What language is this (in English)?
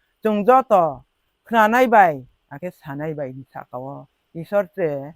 Riang (India)